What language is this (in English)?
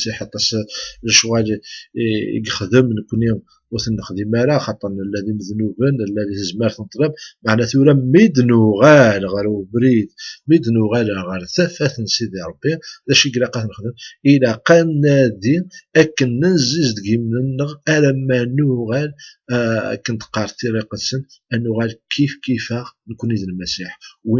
Kabyle